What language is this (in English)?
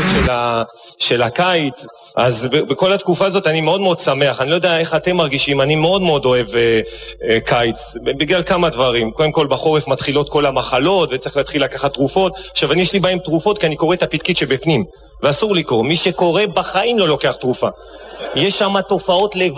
Hebrew